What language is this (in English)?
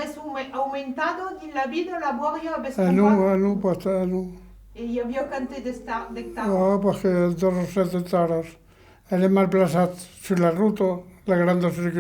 Occitan